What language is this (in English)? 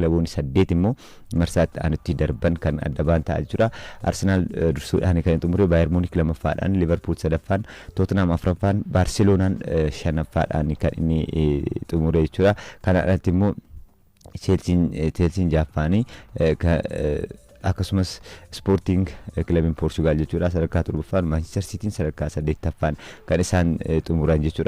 Oromo